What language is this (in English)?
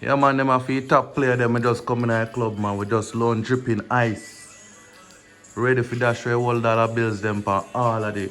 Jamaican Creole English